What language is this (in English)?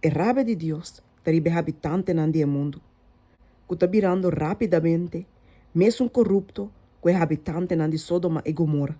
Papiamento